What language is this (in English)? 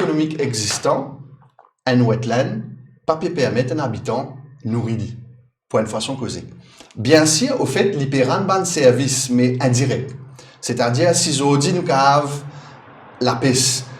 Morisyen